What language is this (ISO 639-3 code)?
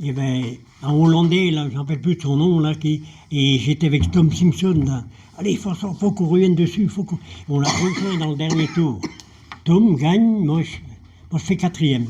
bre